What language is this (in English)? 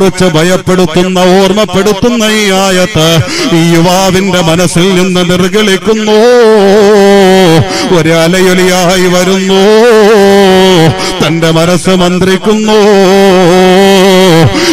Malayalam